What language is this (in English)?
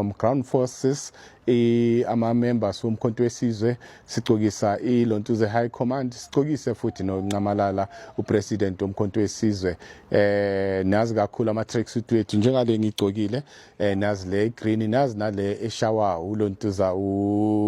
Zulu